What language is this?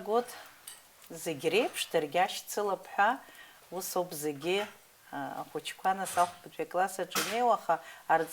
Abkhazian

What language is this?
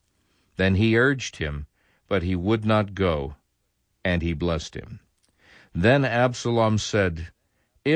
English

